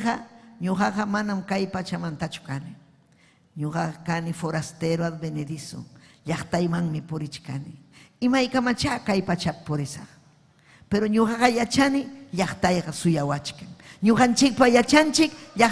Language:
Ayacucho Quechua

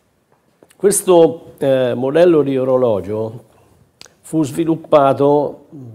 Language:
Italian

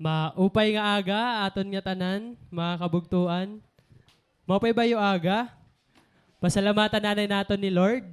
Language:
Waray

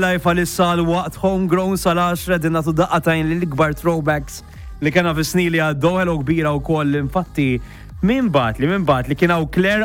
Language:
Maltese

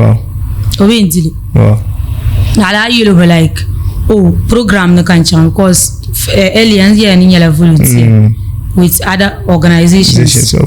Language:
Dagbani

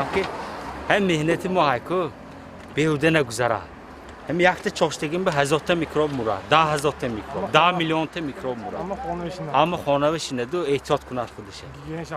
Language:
Tajik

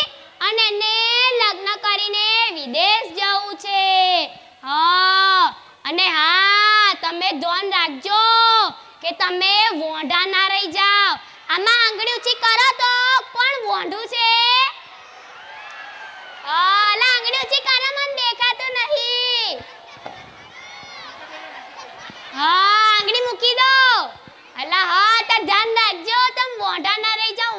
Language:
Gujarati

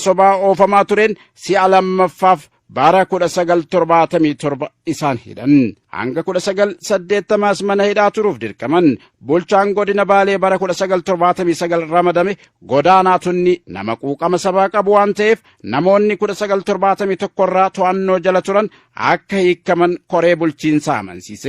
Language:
Oromo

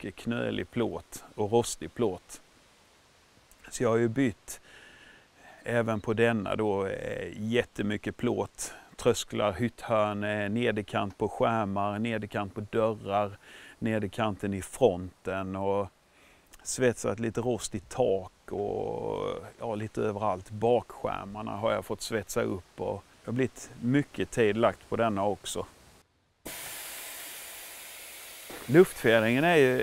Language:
Swedish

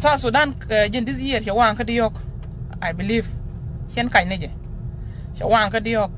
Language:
Nuer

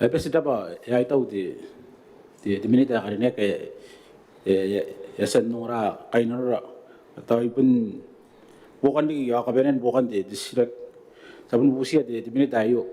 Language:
Gilbertese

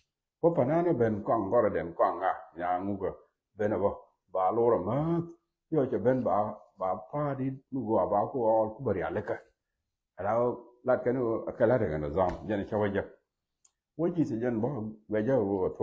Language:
Nuer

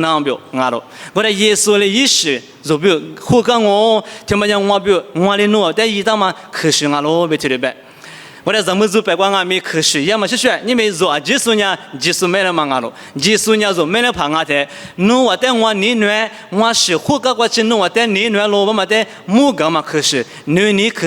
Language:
Lisu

